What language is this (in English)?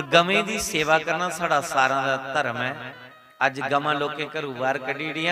Dogri